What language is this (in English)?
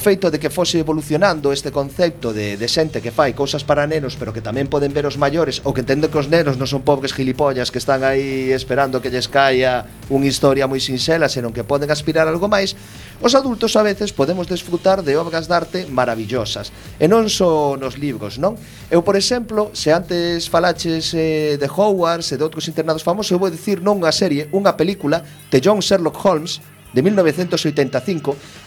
Galician